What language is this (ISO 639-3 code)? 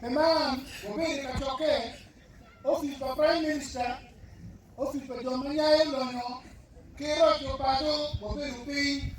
ach